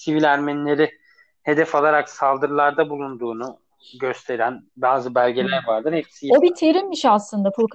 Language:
Turkish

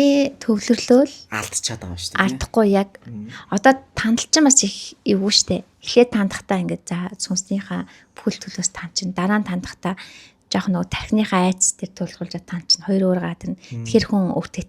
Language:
Mongolian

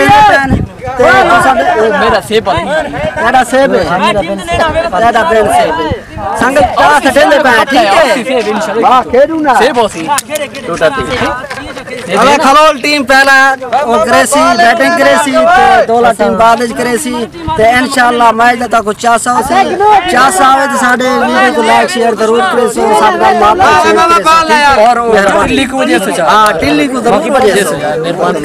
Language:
Saraiki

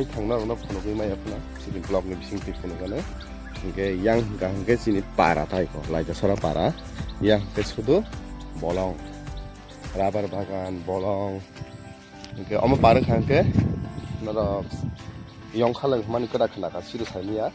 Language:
Kok Borok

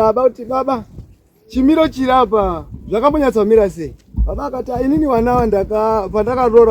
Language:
Shona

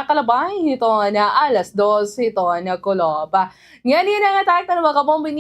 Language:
Waray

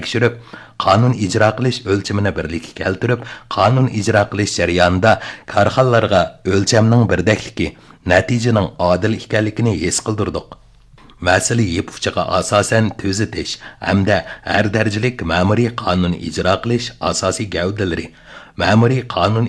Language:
Uyghur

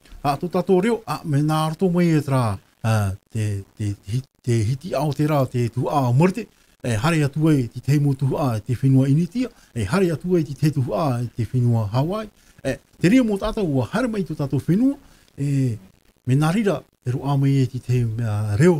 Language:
Tahitian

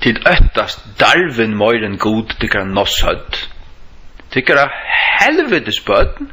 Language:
Faroese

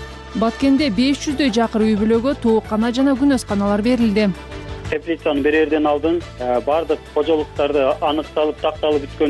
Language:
Kyrgyz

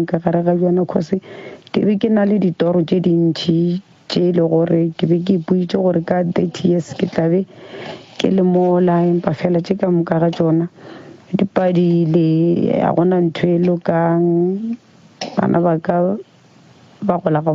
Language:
Northern Sotho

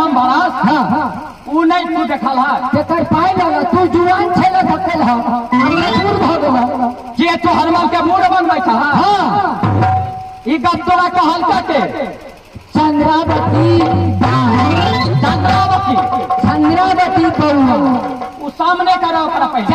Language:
Maithili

